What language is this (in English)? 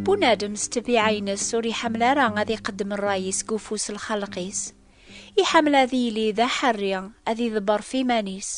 Kabyle